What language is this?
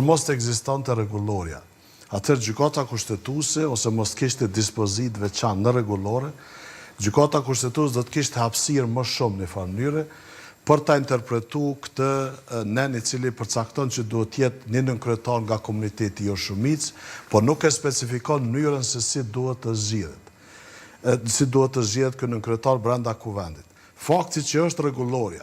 Albanian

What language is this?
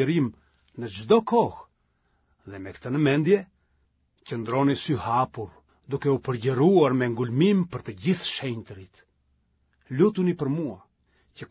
Albanian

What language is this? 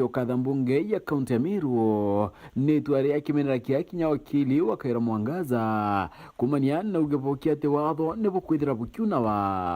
Meru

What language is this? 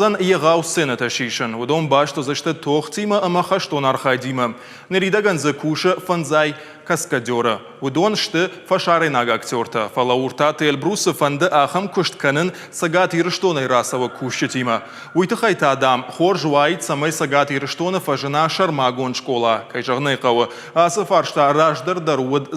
Ossetic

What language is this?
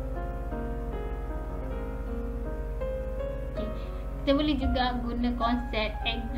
Malay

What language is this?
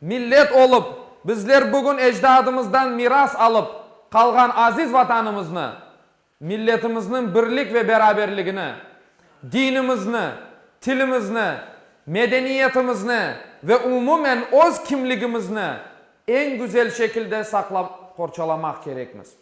Crimean Tatar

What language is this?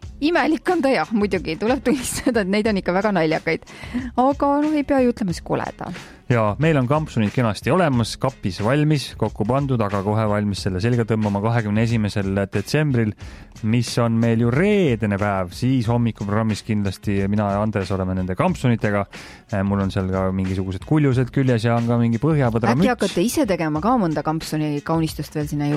Estonian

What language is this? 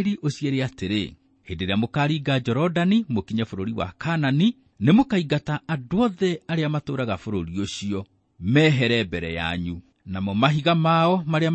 Kikuyu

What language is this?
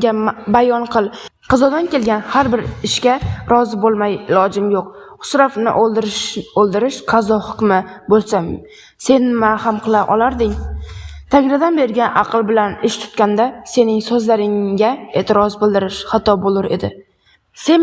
Uzbek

